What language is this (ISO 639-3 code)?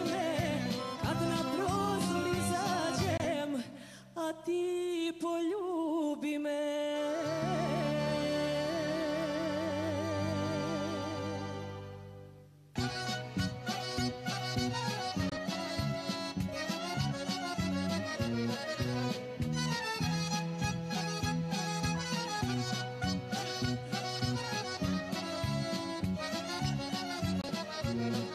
hrv